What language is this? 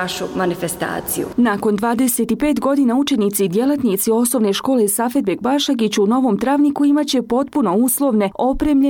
Bosnian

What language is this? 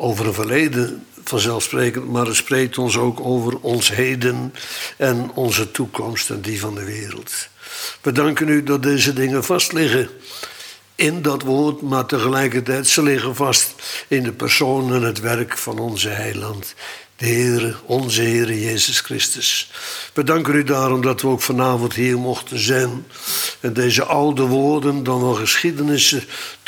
Dutch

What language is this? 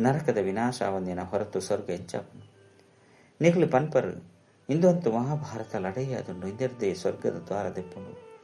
Tulu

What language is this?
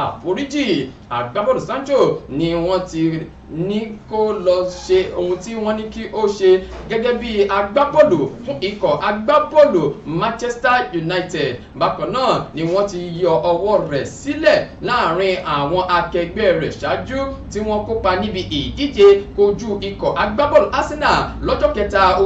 Yoruba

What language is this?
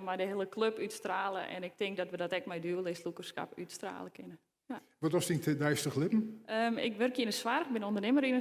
Western Frisian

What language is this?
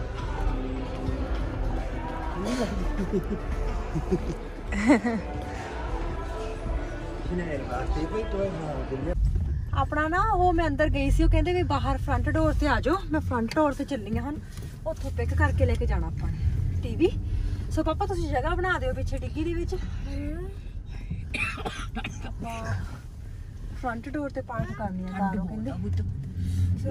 Punjabi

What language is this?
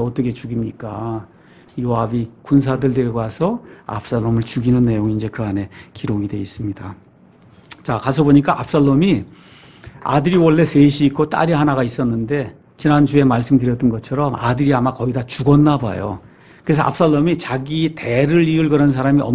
Korean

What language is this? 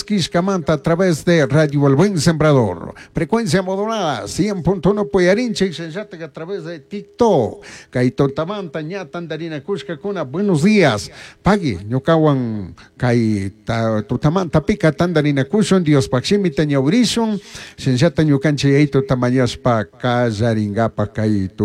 Chimborazo Highland Quichua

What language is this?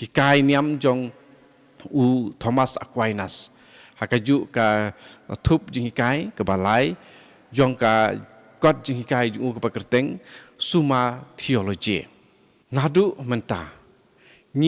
Khasi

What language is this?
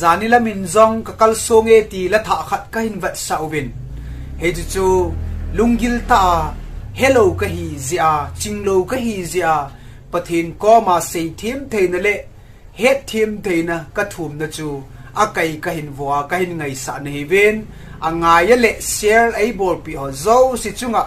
Thado Chin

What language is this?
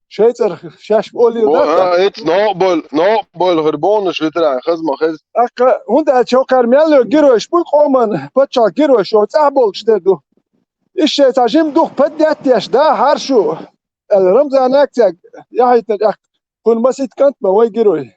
Chechen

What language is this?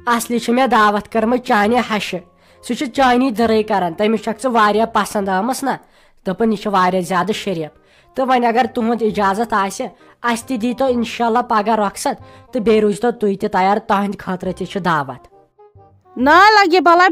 Kashmiri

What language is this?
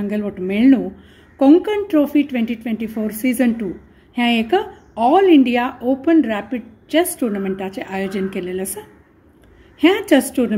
Konkani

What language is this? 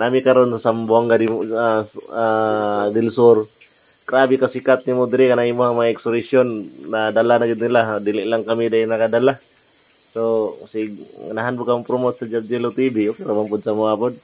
Cebuano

